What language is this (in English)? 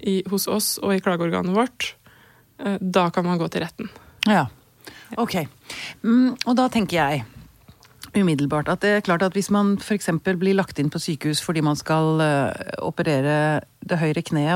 Norwegian